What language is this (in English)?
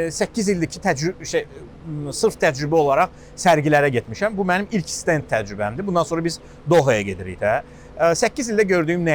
Azerbaijani